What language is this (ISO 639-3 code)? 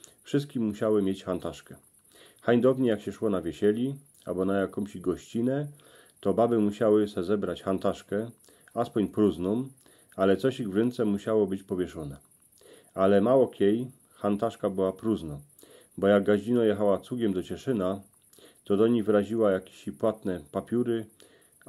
szl